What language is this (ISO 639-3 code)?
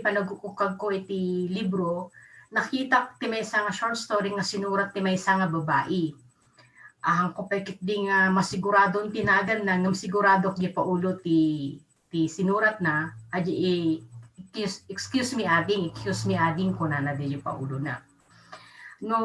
ilo